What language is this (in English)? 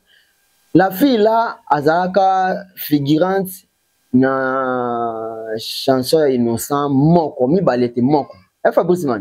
Lingala